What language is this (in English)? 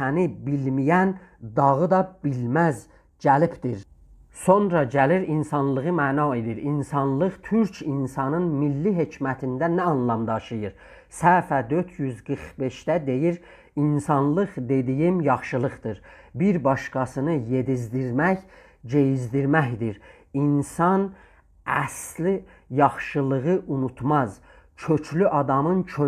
South Azerbaijani